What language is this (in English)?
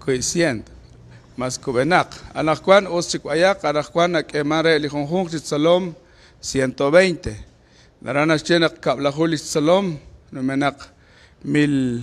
Kekchí